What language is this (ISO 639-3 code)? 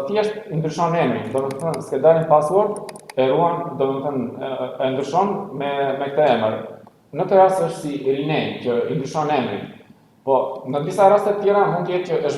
sqi